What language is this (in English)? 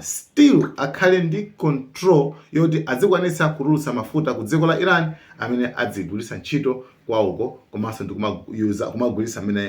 Nyanja